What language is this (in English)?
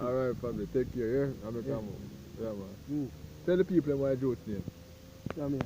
Jamaican Creole English